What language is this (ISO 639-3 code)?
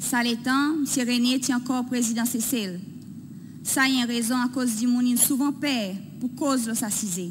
crs